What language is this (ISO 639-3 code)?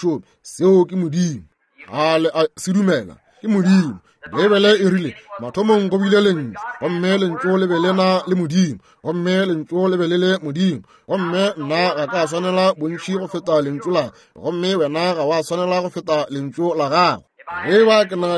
nso